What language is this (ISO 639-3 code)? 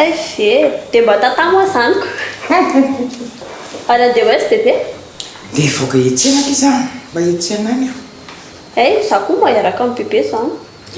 mlg